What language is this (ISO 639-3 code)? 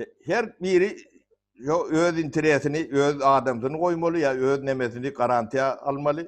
tuk